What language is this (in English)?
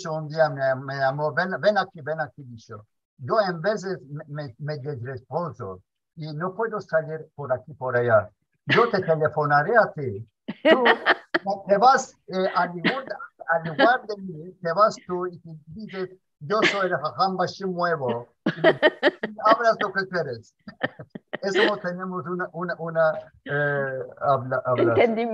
Ladino